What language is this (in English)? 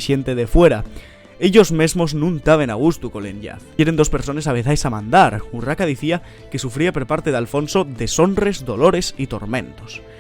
Asturian